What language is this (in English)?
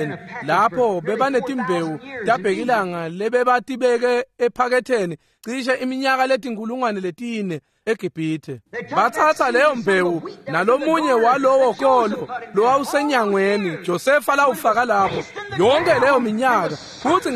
Swati